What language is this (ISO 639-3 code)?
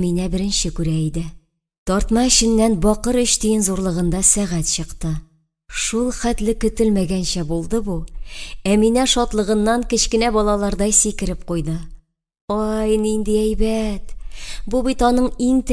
tat